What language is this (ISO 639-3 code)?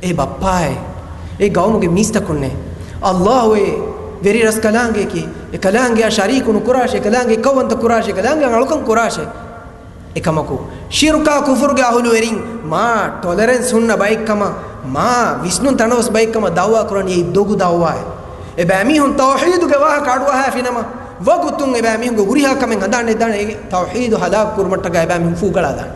div